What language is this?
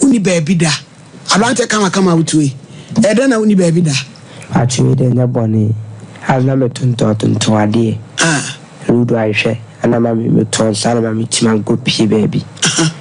Akan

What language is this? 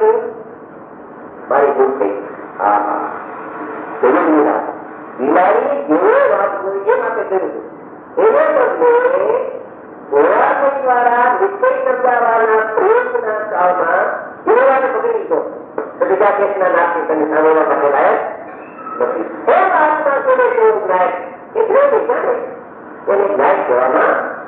Gujarati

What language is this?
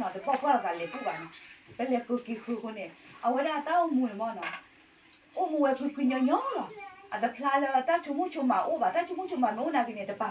S'gaw Karen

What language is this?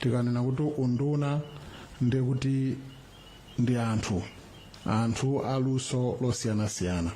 Nyanja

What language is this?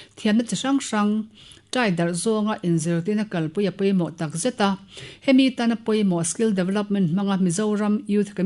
Mizo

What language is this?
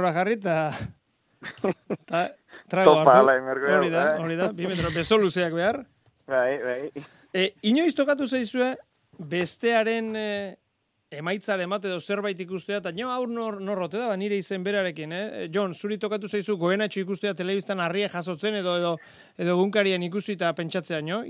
Basque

